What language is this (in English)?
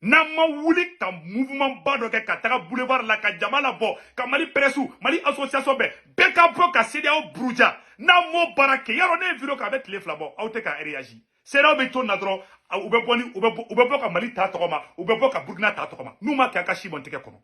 Bambara